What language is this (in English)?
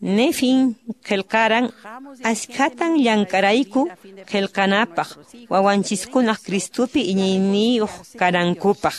Quechua